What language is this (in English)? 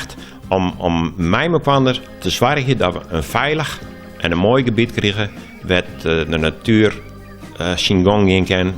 Western Frisian